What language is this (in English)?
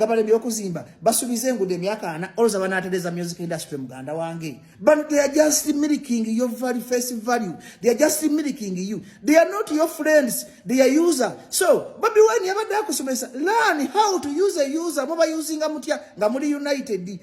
Ganda